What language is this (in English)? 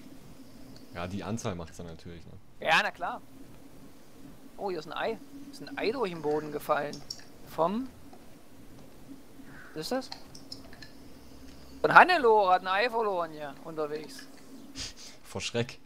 German